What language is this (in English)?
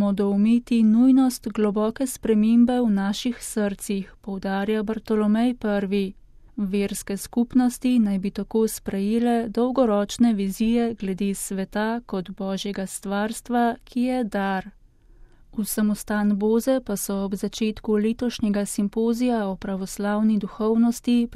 Slovenian